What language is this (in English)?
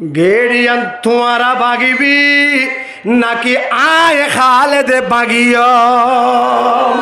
Rohingya